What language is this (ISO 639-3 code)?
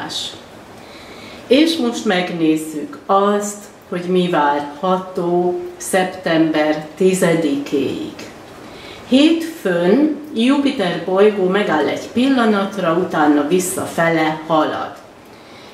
hun